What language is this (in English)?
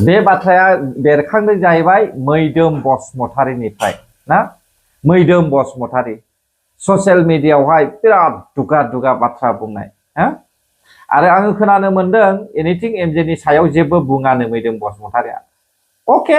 Bodo